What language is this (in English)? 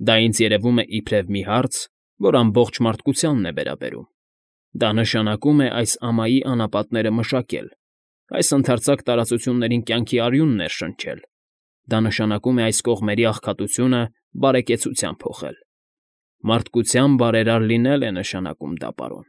Armenian